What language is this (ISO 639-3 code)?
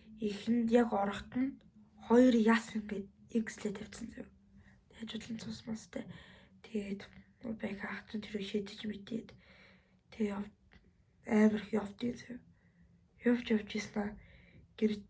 mon